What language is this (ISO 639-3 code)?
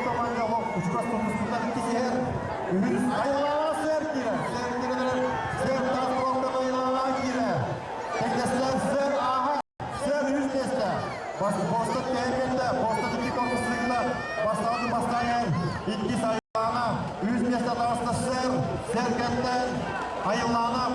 sah